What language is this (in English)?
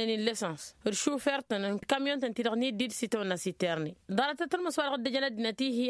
Tamasheq